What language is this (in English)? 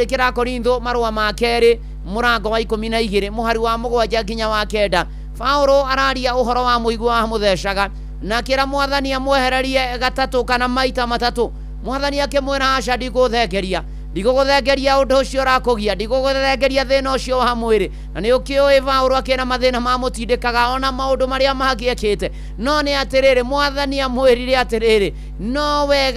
Kikuyu